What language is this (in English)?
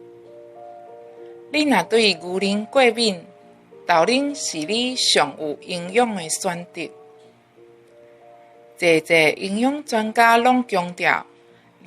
Min Nan Chinese